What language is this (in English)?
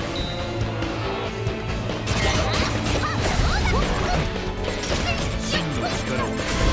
Japanese